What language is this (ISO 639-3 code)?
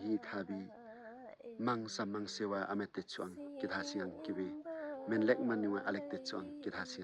lif